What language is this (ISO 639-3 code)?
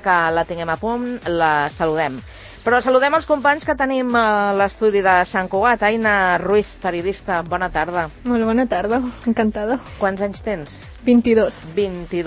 cat